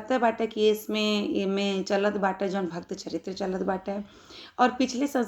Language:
Bhojpuri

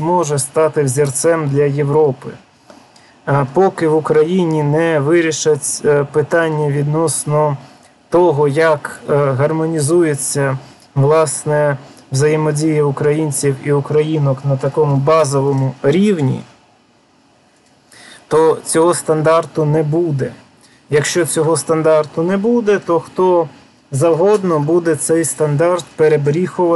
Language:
Ukrainian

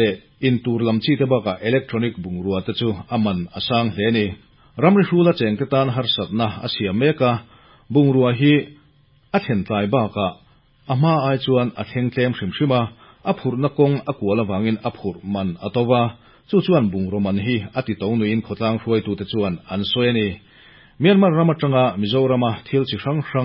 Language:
Mizo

